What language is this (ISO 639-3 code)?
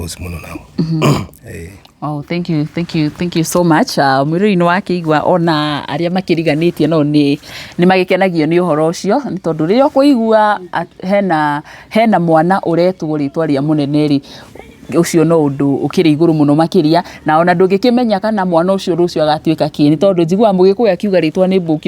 kik